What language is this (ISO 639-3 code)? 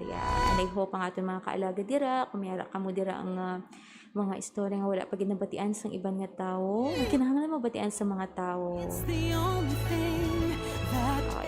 hil